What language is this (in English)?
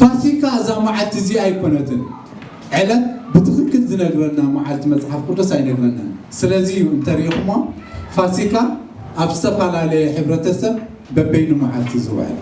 Tigrinya